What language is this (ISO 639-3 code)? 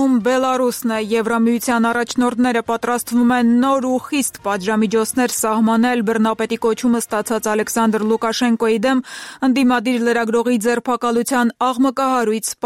hye